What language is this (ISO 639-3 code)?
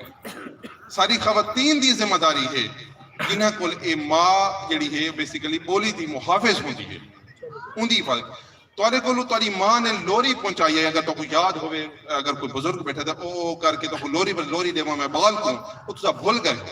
skr